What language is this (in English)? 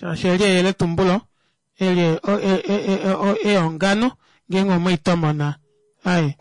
Kuanyama